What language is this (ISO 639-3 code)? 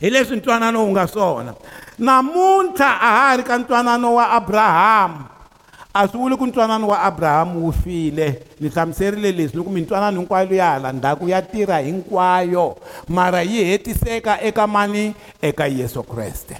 tso